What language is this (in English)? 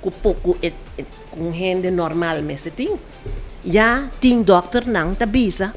Papiamento